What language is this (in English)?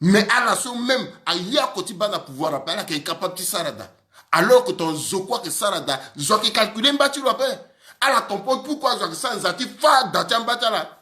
Sango